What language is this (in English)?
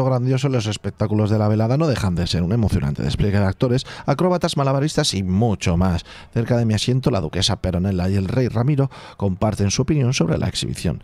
Spanish